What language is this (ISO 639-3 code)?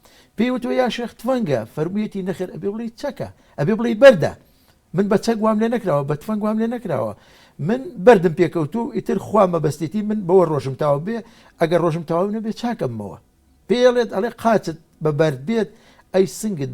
ckb